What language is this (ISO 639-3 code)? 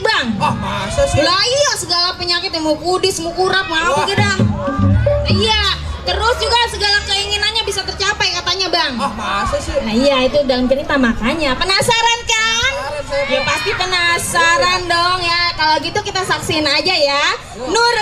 bew